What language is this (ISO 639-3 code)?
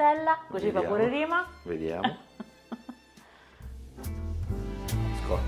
ita